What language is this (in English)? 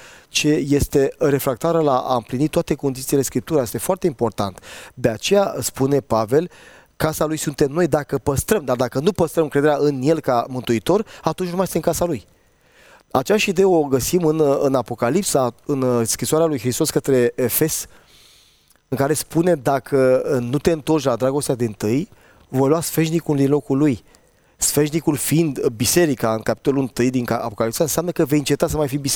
Romanian